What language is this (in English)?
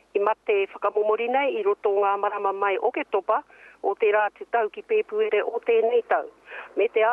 Māori